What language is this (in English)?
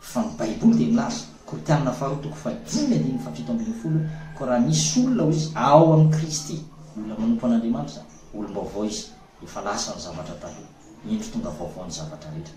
Malagasy